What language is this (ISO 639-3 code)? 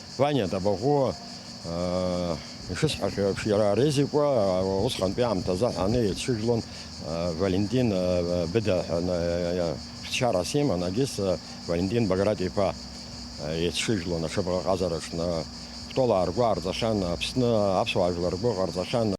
abk